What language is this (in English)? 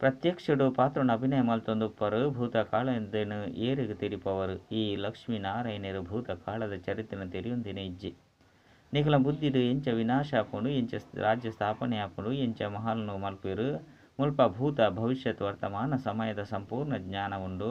Tulu